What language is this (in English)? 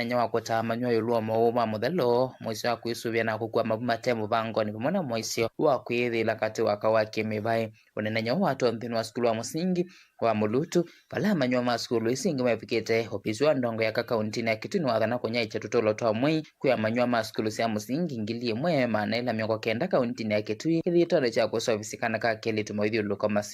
Kamba